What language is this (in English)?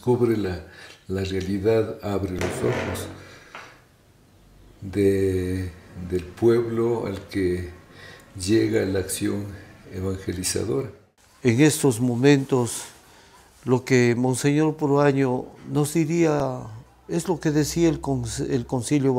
Spanish